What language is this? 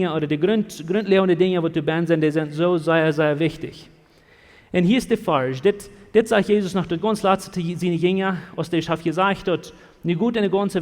Plautdietsch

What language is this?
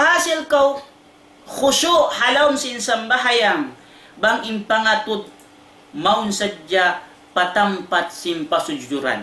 Tausug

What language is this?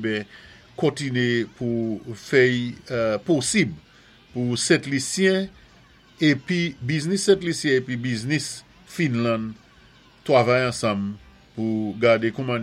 Saint Lucian Creole French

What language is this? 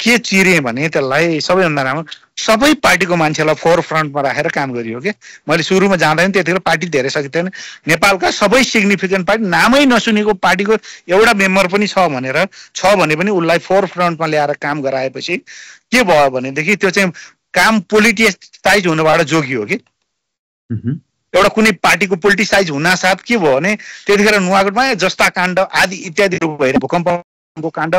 Nepali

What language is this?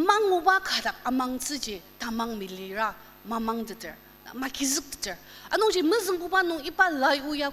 Ao Naga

